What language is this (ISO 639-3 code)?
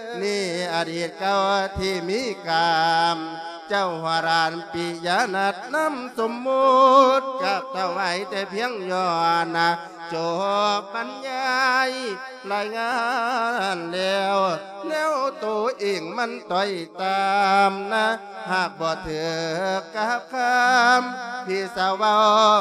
lao